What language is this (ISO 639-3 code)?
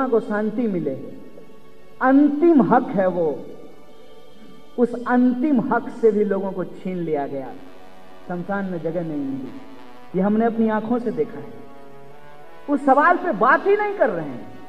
hin